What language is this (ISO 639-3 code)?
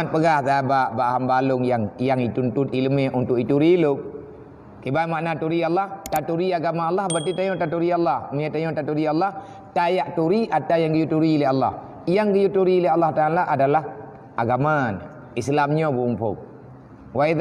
ace